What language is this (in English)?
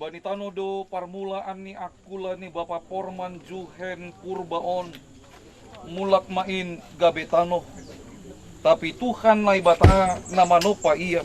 Batak Simalungun